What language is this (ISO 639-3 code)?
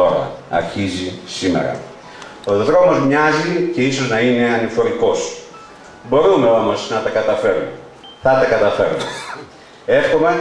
ell